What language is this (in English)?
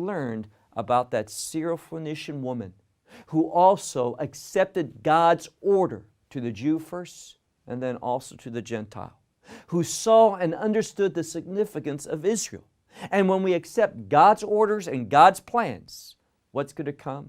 English